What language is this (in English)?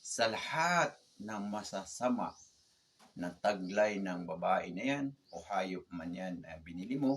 Maranao